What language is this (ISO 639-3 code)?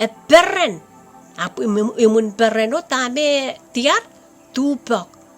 pon